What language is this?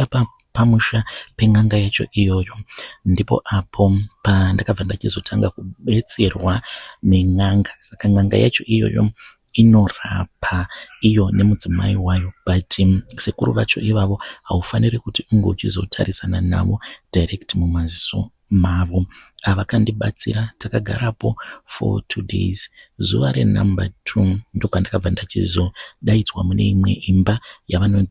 Shona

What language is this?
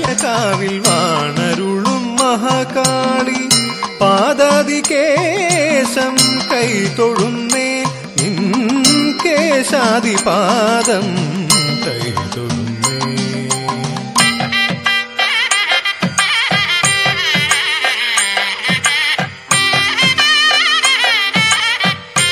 Malayalam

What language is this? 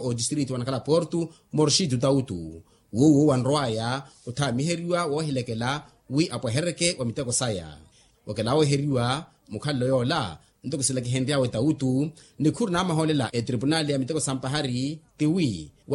Makhuwa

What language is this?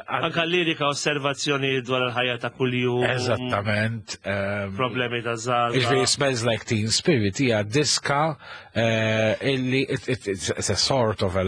Maltese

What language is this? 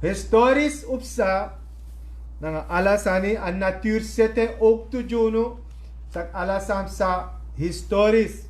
Sranan Tongo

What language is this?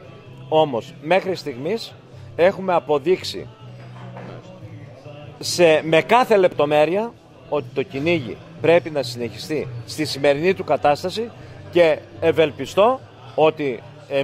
Greek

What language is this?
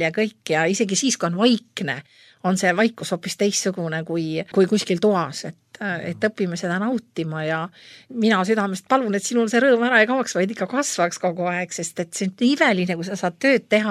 Estonian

